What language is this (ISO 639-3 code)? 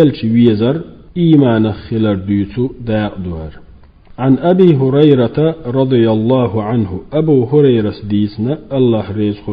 che